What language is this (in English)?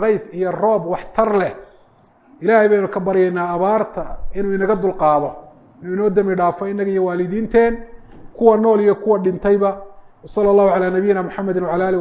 Somali